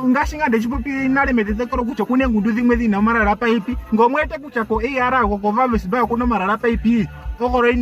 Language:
Ndonga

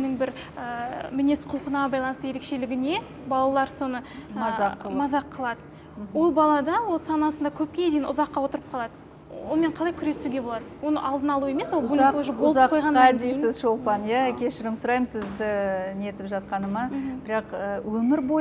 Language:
Kazakh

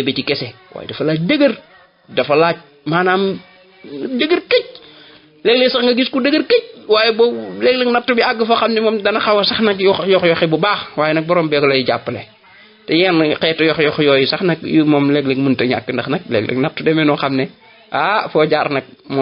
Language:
Wolof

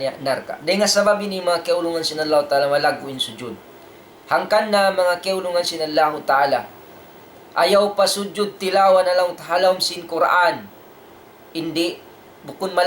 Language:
Tausug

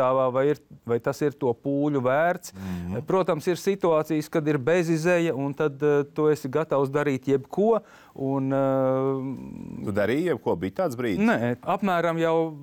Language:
Latvian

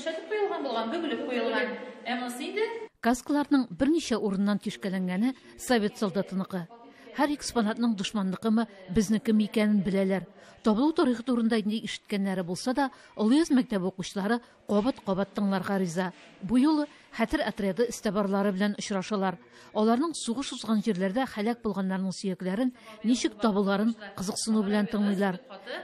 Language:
Tatar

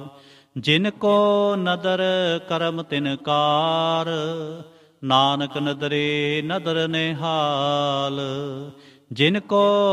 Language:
Punjabi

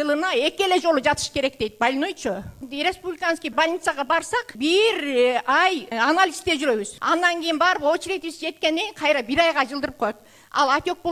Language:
Kyrgyz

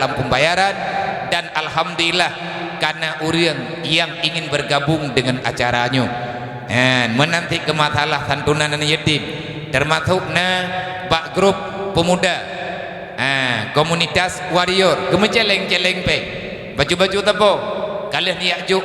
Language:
Achinese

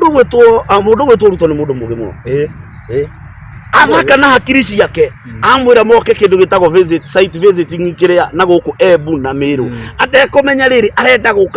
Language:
Kikuyu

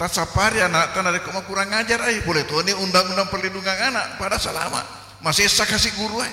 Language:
Buginese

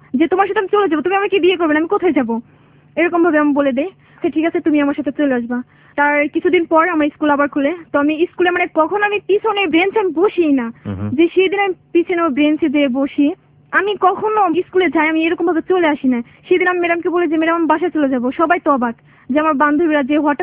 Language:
Bangla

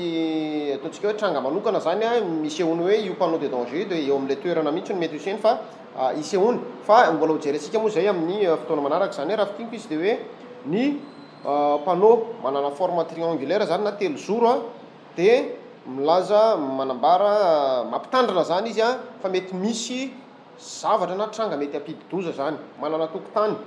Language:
Malagasy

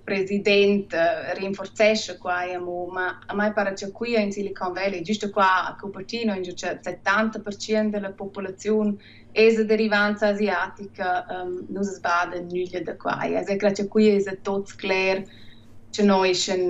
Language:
Romansh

